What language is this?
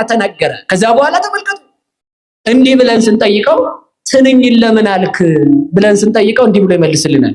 Amharic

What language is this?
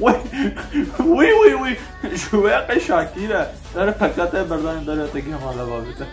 Kurdish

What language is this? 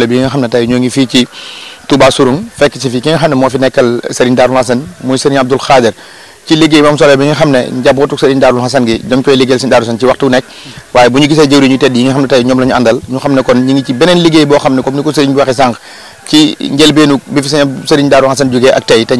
Wolof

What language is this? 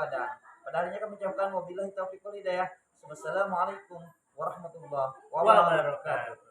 Banjar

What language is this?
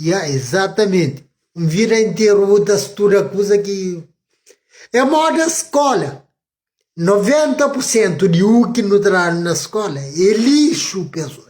Kabuverdianu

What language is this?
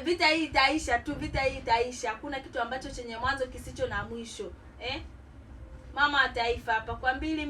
Swahili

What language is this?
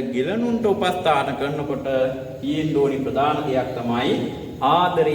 Sinhala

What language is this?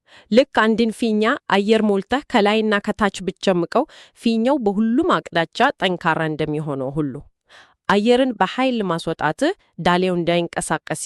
Amharic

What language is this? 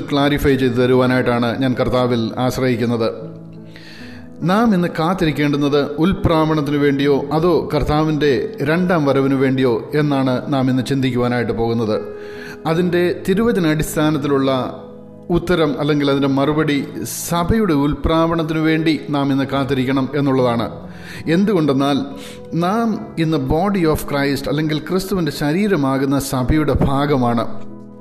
Malayalam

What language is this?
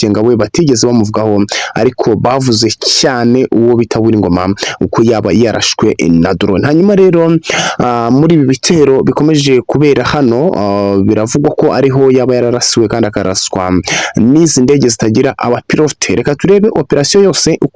Kinyarwanda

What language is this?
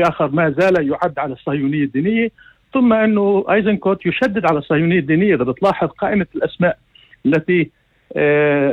North Levantine Arabic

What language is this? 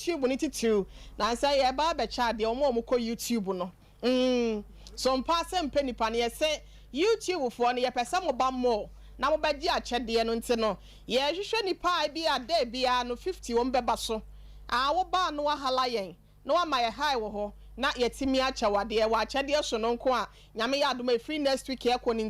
Akan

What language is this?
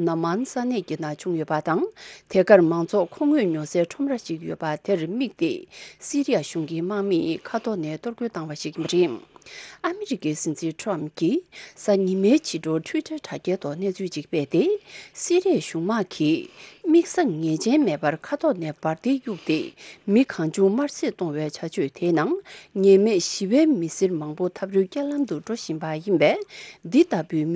Tibetan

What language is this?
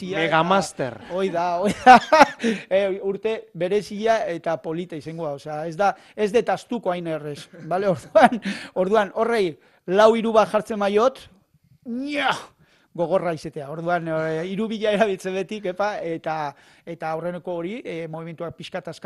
Basque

